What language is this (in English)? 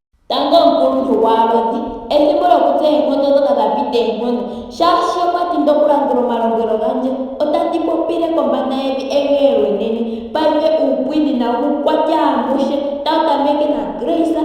Ndonga